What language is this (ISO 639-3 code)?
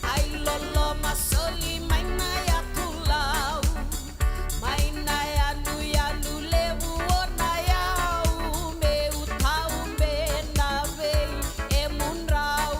fij